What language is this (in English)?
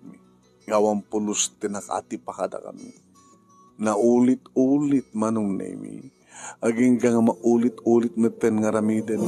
Iloko